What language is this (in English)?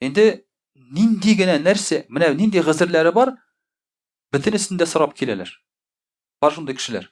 Tatar